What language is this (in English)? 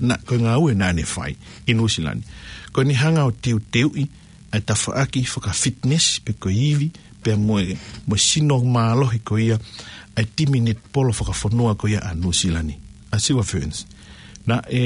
Tongan